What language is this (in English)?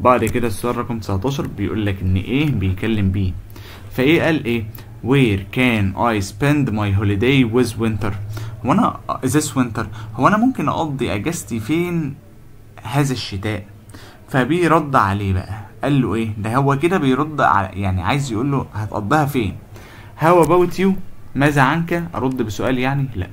Egyptian Arabic